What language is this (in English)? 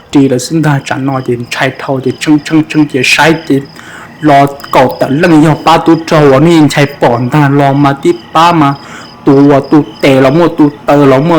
Hmong